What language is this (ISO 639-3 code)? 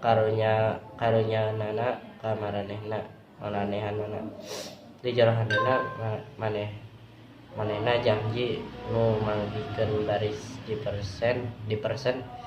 sun